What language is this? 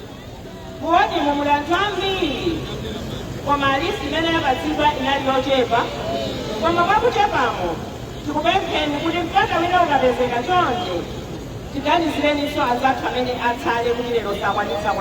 Nyanja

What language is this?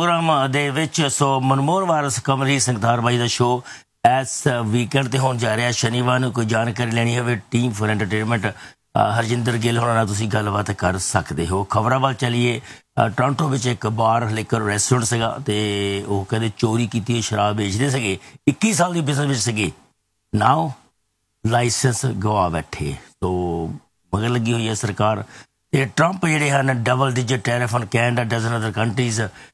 Punjabi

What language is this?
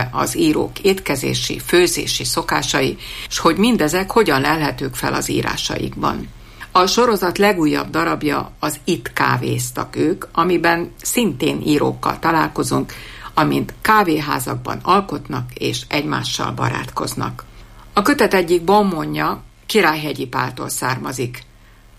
Hungarian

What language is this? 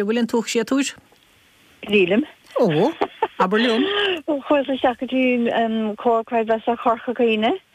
Irish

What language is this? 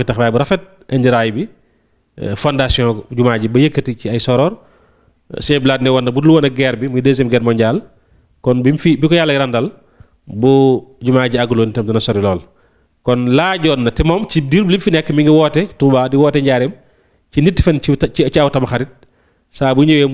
Wolof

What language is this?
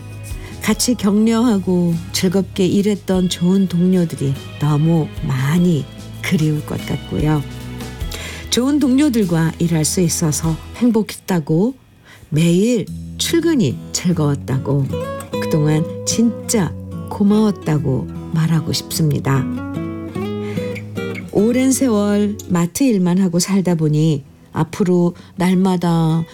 Korean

